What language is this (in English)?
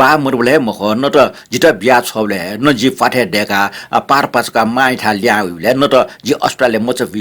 Newari